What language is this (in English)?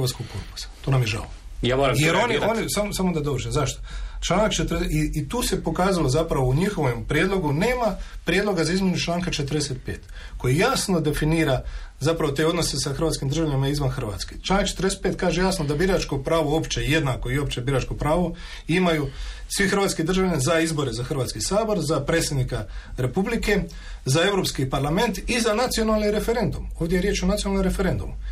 Croatian